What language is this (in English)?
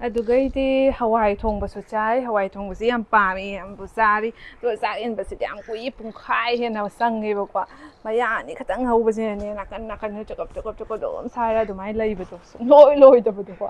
Manipuri